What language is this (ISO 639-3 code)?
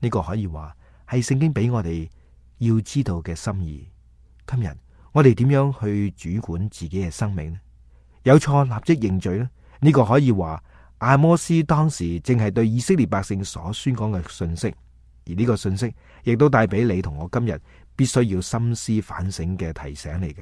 yue